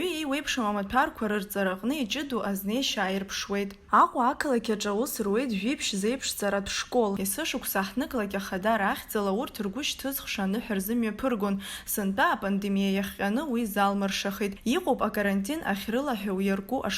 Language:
Abkhazian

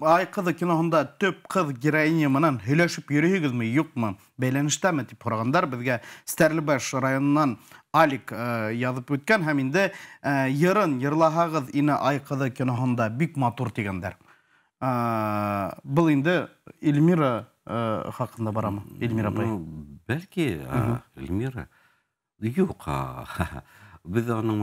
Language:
Bashkir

